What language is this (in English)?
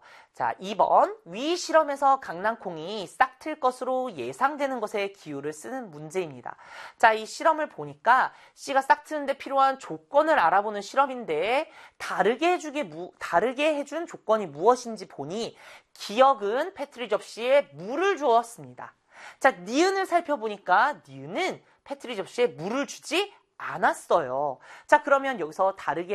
Korean